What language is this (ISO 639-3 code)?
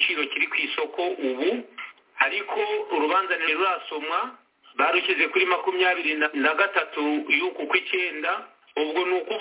kin